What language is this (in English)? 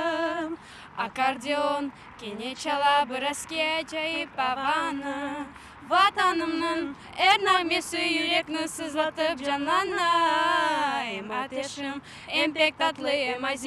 Crimean Tatar